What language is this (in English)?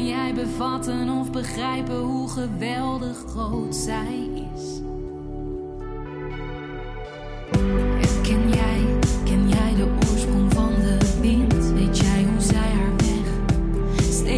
Dutch